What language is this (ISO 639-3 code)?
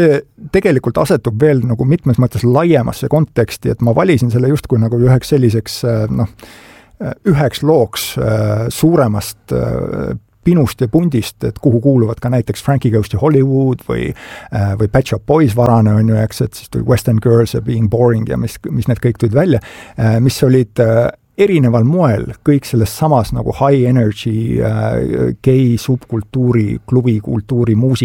est